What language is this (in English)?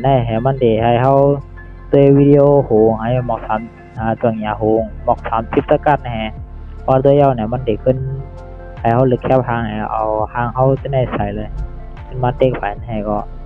Shan